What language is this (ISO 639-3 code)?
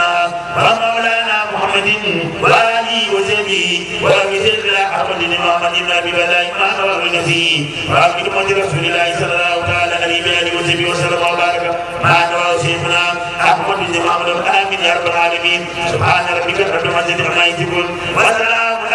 ara